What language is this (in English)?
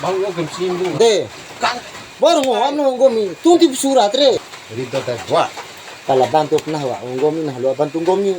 Bima